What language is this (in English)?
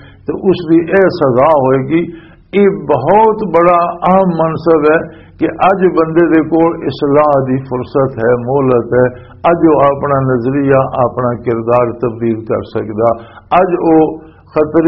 Western Panjabi